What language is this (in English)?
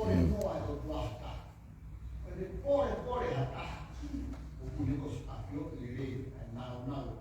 Tongan